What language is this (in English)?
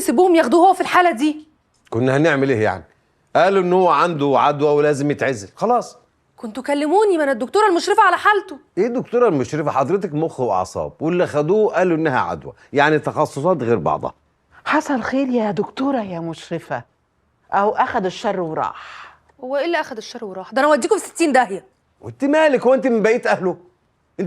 Egyptian Arabic